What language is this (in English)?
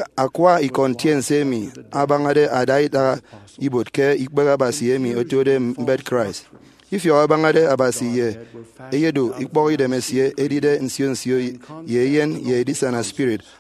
Efik